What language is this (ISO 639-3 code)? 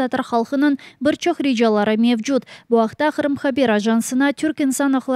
crh